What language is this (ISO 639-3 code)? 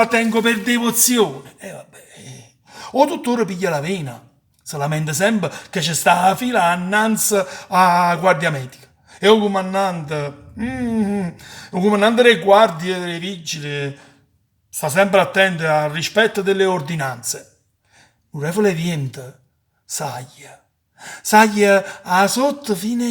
nap